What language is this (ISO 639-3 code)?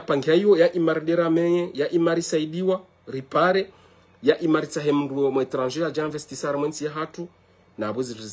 zdj